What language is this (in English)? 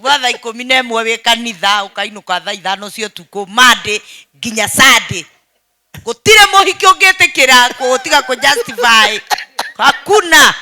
Kikuyu